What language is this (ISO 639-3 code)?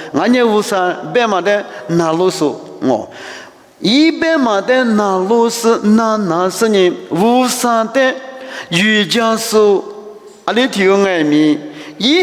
lis